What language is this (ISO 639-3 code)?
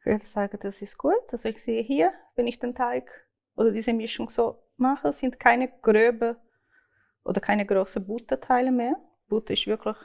gsw